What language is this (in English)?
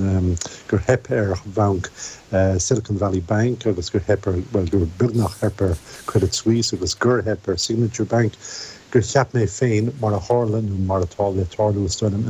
Irish